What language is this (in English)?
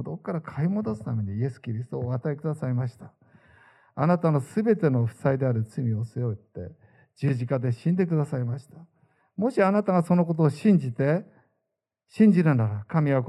Japanese